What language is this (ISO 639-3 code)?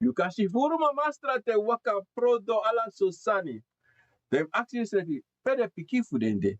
srn